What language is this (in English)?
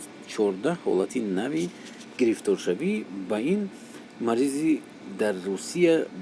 Tajik